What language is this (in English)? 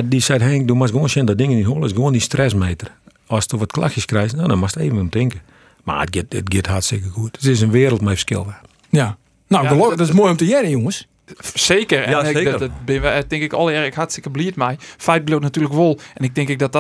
Western Frisian